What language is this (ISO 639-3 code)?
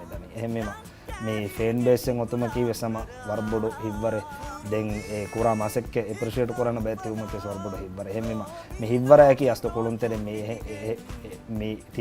div